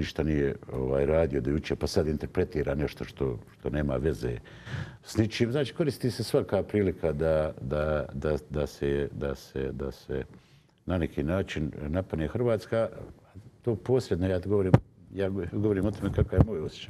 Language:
Bosnian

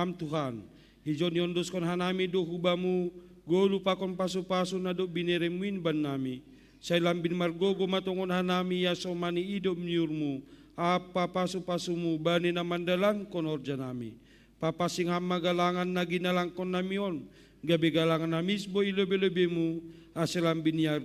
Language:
Batak Simalungun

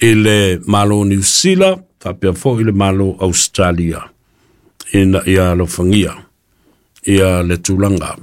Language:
Samoan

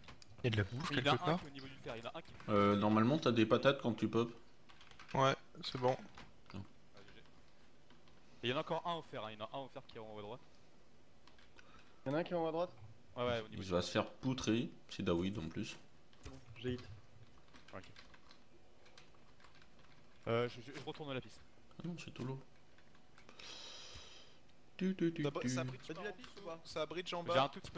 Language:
French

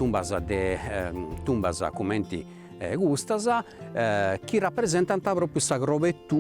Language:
Sardinian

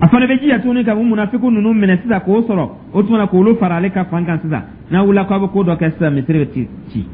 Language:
Dyula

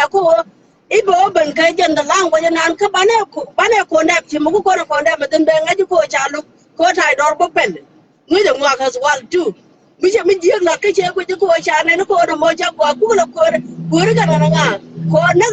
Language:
Nuer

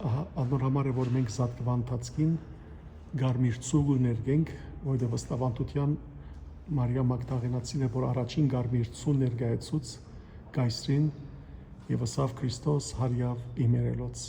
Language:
Western Armenian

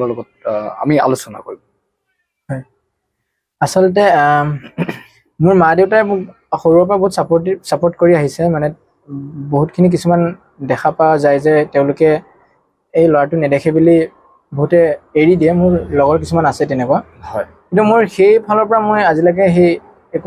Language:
Assamese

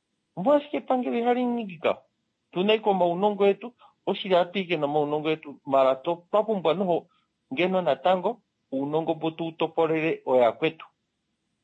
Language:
Kuanyama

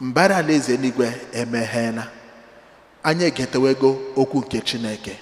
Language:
Igbo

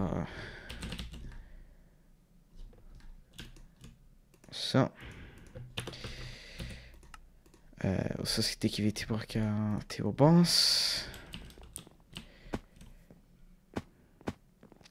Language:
Swedish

